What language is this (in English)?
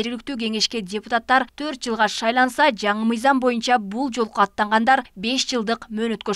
Kyrgyz